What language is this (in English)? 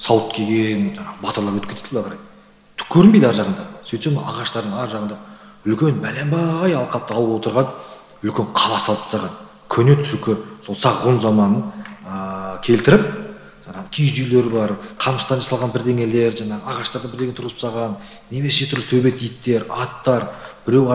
Kazakh